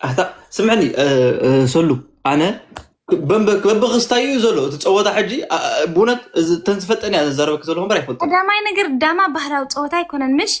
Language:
Tigrinya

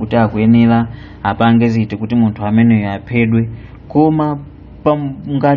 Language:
Nyanja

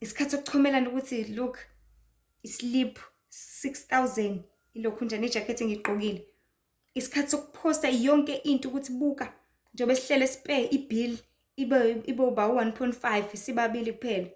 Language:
Zulu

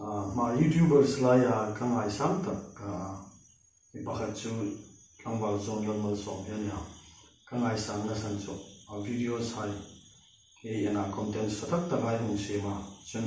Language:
Hmar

